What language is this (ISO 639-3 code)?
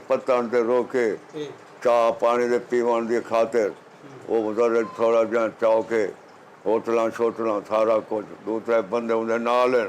skr